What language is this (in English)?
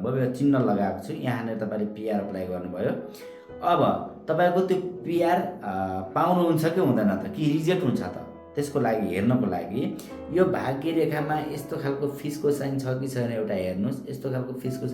Nepali